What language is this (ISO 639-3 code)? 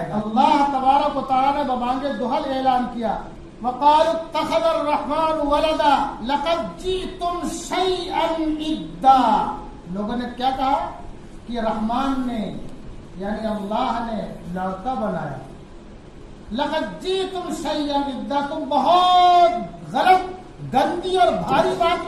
urd